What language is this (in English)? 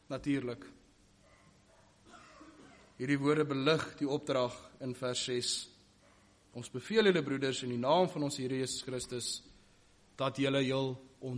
Afrikaans